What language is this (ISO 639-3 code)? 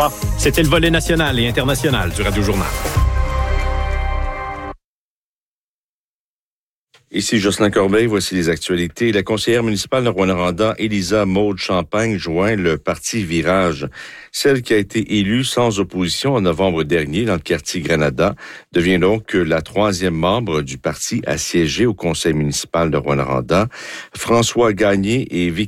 fra